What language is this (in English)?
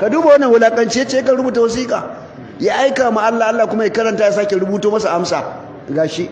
Hausa